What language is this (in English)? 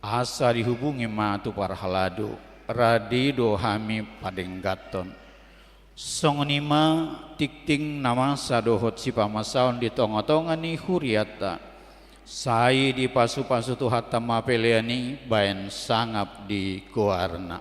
Batak Toba